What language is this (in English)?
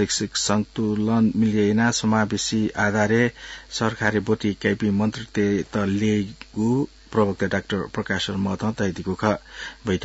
Newari